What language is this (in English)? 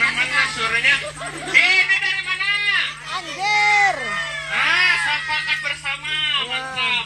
Banjar